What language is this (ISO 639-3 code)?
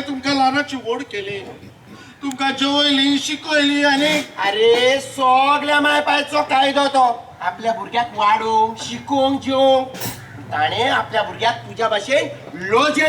kok